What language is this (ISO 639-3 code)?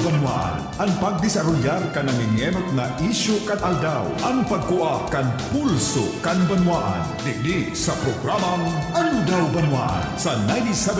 bik